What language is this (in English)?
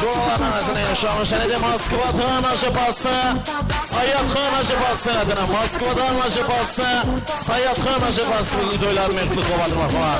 Kara-Kalpak